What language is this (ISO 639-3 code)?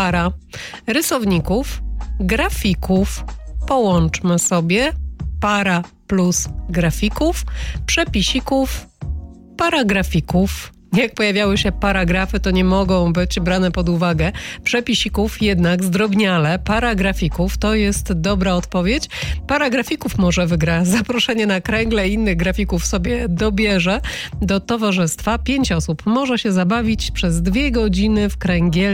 pol